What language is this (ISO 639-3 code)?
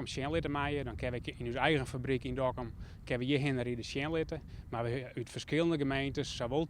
fry